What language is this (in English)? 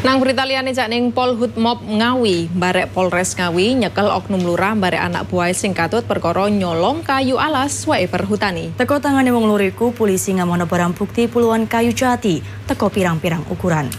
Javanese